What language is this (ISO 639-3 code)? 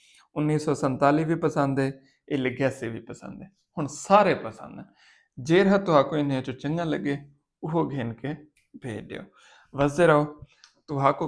skr